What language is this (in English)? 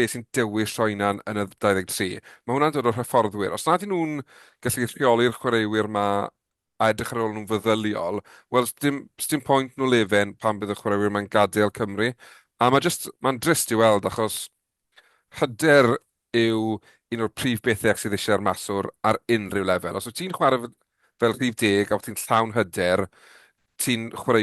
Welsh